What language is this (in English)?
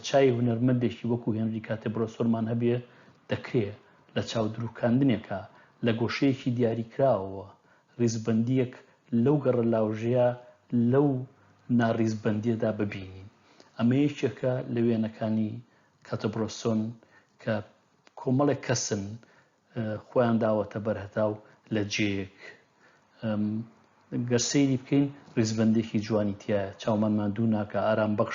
Central Kurdish